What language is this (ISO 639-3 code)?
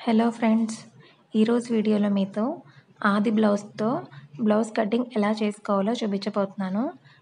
tel